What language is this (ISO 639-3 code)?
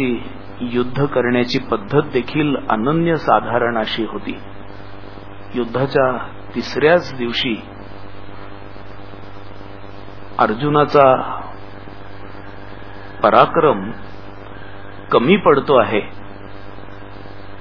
mar